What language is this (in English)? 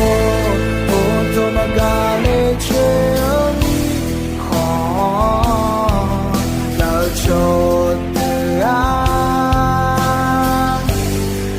Akha